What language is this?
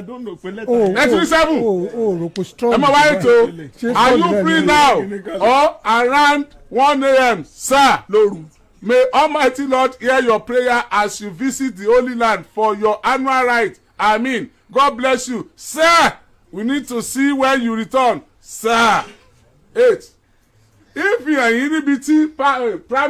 Yoruba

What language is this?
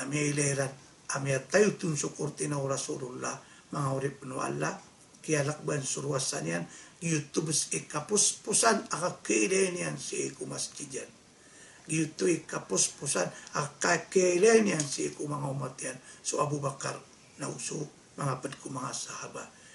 Maranao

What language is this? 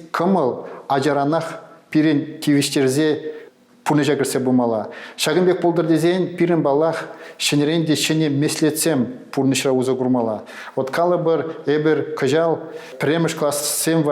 Chuvash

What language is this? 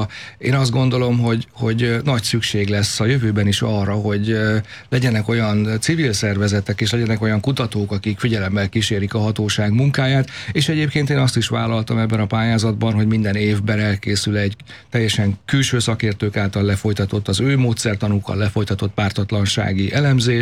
Hungarian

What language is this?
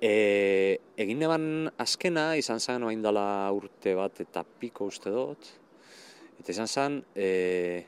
Basque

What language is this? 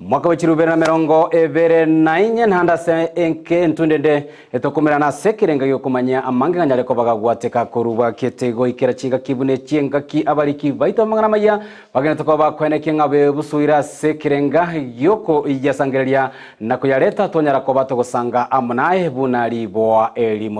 Gusii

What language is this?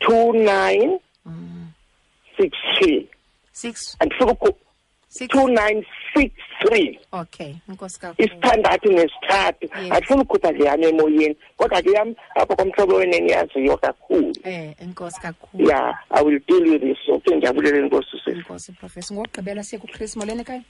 Xhosa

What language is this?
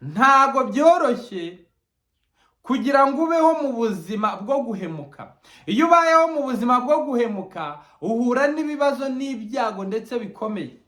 Kinyarwanda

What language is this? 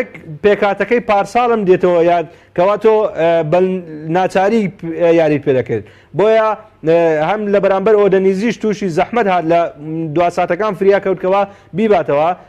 Central Kurdish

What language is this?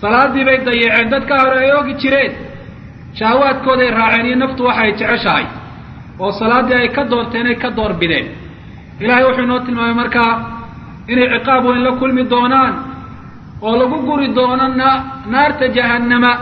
Somali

